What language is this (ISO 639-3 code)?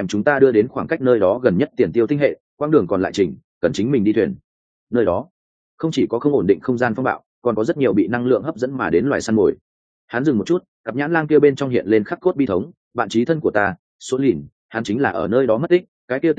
vie